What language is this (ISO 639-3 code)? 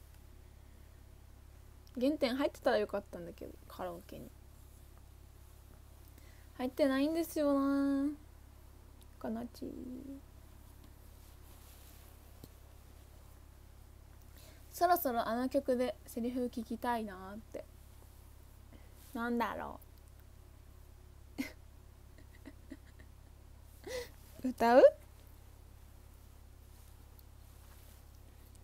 jpn